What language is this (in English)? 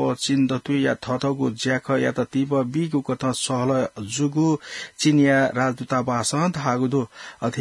Newari